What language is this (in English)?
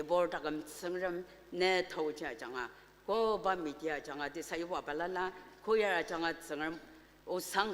Ao Naga